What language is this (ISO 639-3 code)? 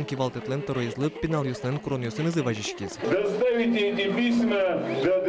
udm